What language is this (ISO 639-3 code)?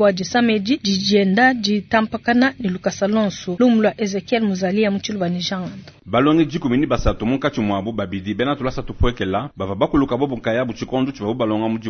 lua